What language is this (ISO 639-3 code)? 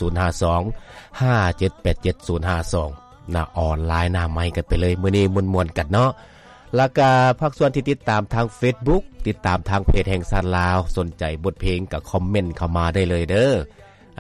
lao